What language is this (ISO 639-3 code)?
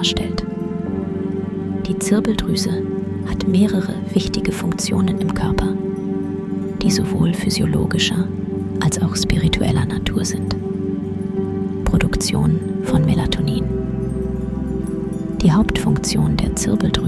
deu